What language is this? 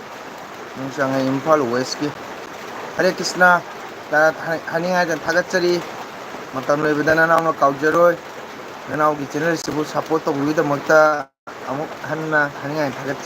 Manipuri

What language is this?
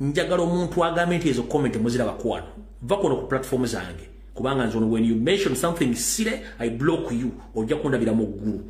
Ganda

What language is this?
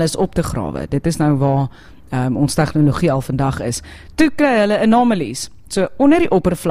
Afrikaans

